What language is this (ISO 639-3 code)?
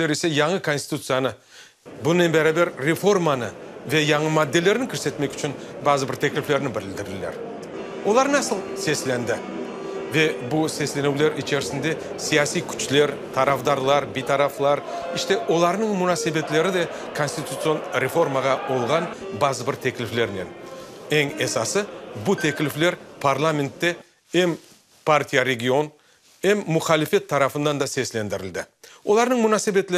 crh